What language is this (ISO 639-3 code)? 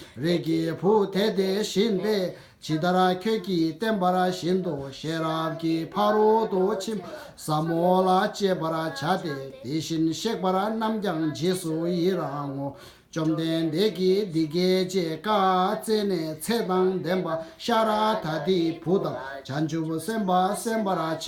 bod